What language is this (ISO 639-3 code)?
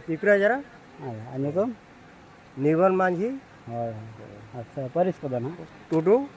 sat